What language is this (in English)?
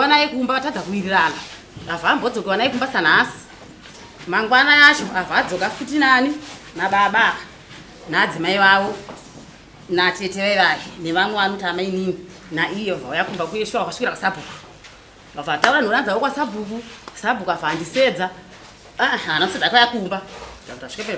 Shona